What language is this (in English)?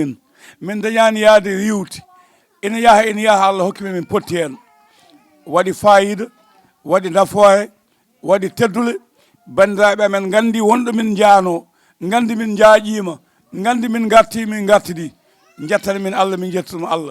Fula